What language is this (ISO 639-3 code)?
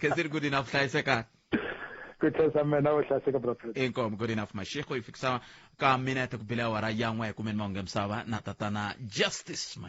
tso